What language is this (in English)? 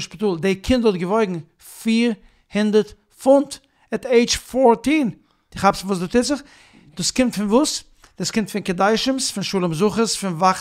Yiddish